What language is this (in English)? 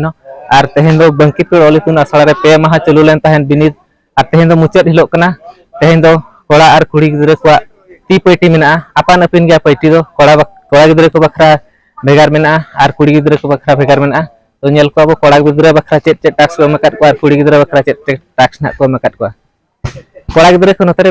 Santali